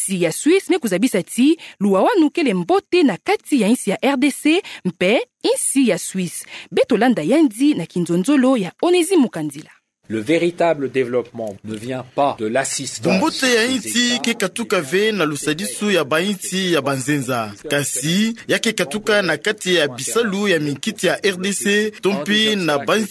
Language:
Kituba (Democratic Republic of Congo)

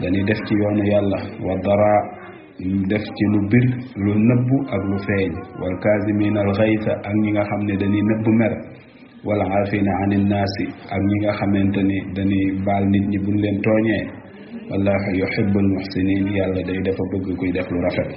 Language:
Wolof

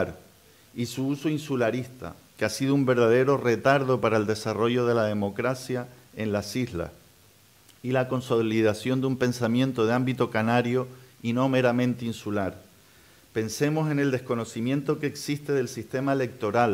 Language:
Spanish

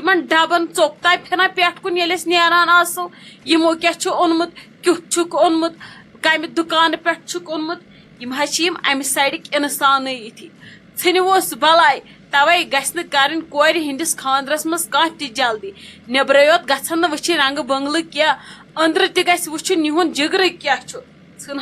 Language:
Kashmiri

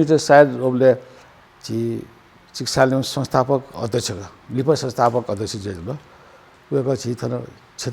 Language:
Newari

